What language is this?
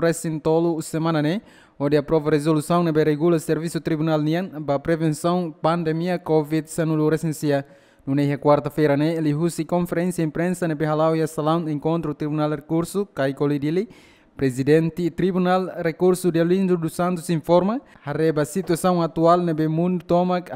Tetum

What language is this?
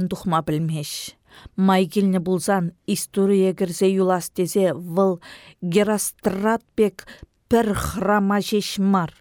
Chuvash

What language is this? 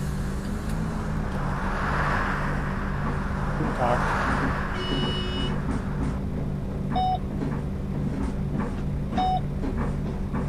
German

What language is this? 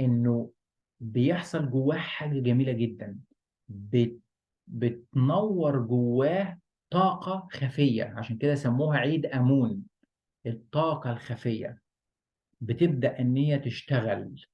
Egyptian Arabic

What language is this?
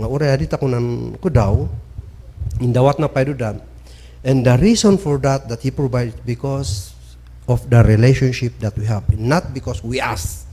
Kankanaey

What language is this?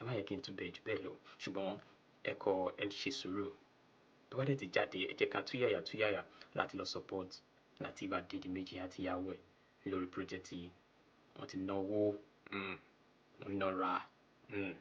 Yoruba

